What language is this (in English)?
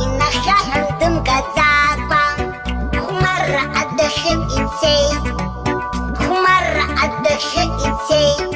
Abkhazian